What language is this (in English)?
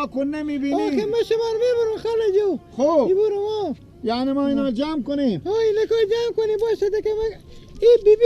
Persian